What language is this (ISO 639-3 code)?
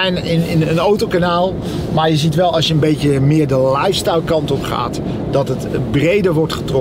nld